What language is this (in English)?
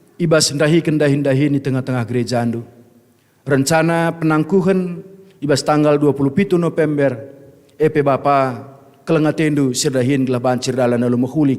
Batak Karo